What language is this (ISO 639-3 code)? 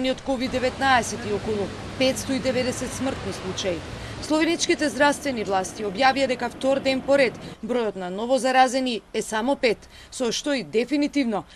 mkd